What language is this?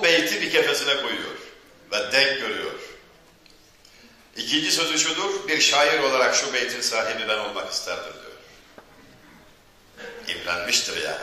Turkish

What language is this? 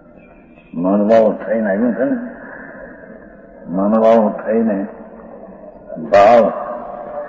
Gujarati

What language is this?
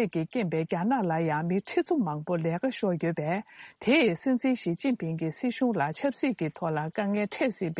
Tibetan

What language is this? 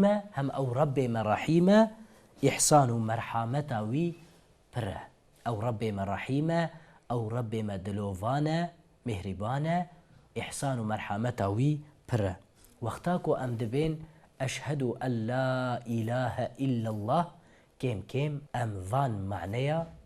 Kurdish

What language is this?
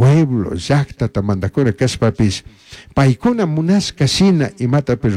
Chimborazo Highland Quichua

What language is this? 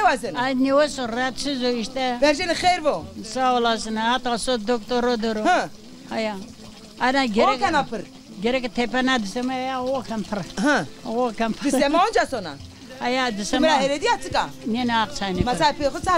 Zaza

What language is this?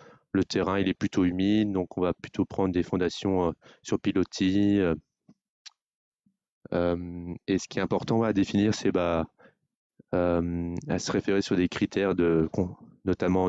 French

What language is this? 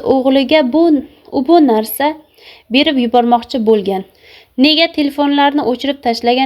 Uzbek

